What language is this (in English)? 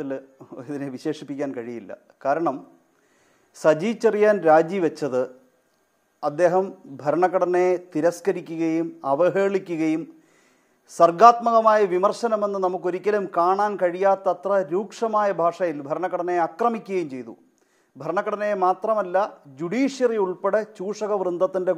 Malayalam